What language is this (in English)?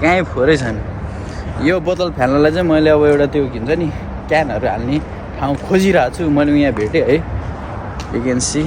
Nepali